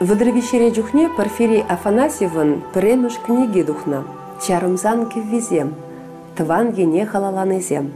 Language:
Chuvash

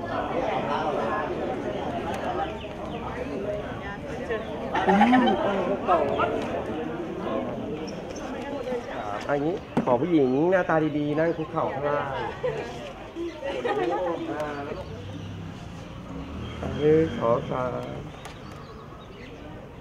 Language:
Thai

